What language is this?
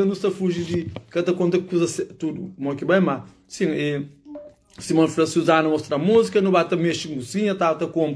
Kabuverdianu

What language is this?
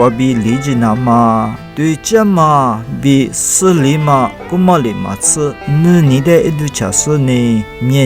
Lisu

